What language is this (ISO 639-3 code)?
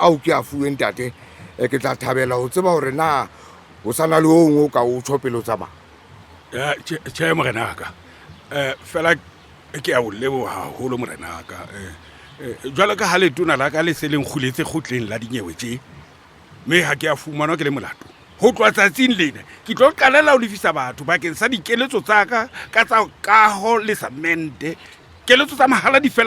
sot